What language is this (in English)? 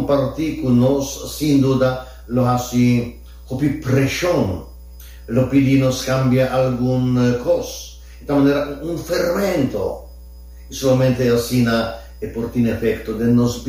Papiamento